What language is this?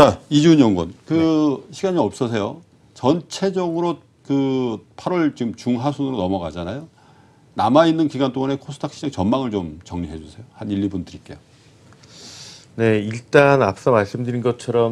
Korean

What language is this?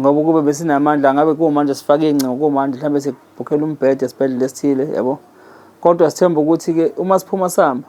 Zulu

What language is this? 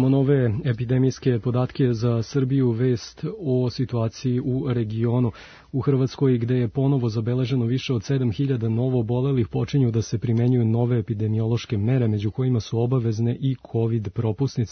Serbian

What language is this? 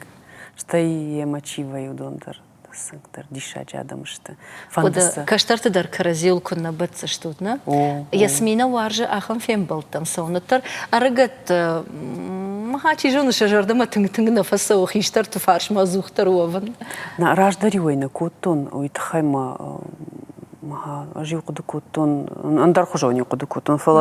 Ossetic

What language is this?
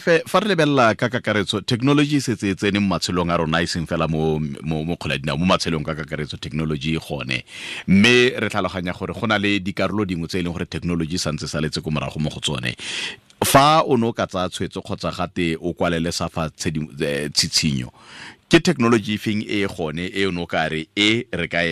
Tswana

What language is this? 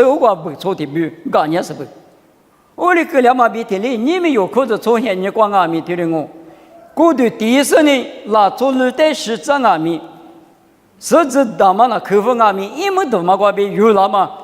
Lisu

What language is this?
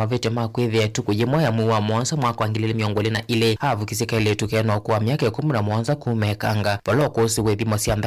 Kamba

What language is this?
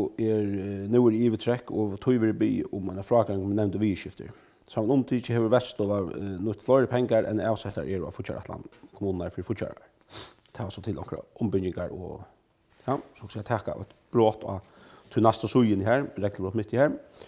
Faroese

